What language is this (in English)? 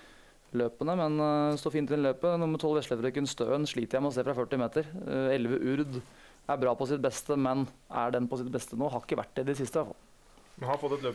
Norwegian